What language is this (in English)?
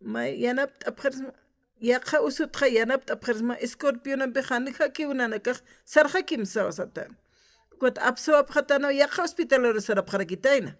Aymara